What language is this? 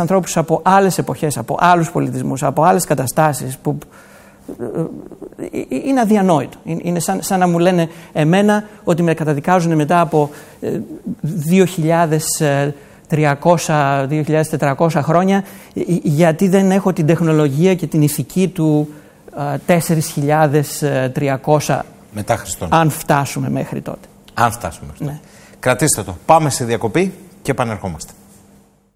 Greek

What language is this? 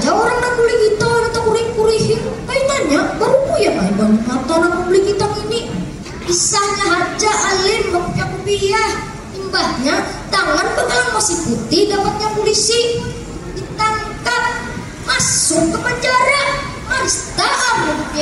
Banjar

